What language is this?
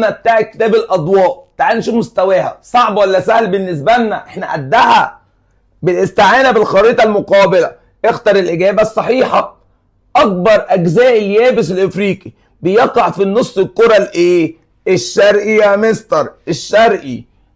Egyptian Arabic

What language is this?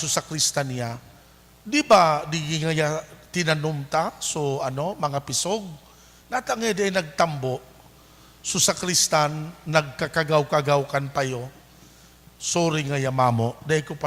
Bikol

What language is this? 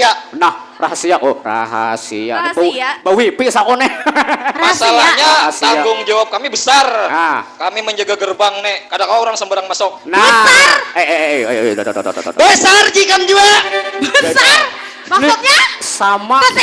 Banjar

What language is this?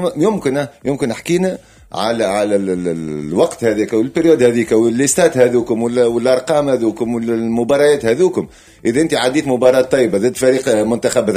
Tunisian Arabic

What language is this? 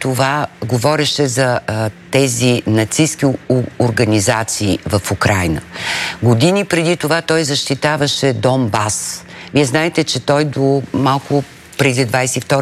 Bulgarian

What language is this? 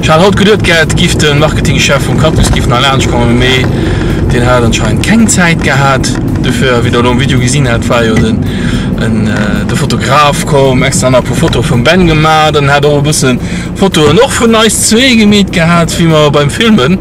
Luxembourgish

